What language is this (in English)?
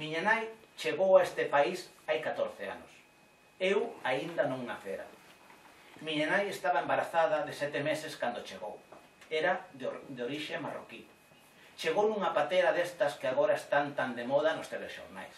Galician